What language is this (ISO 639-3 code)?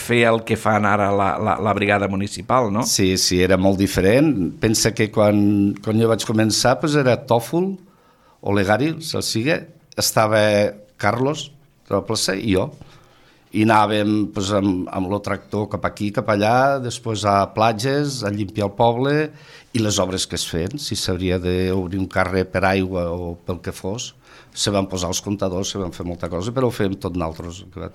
cat